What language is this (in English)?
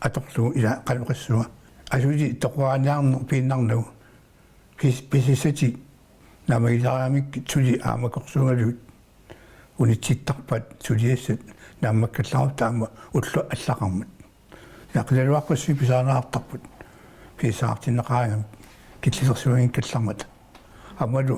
Kalaallisut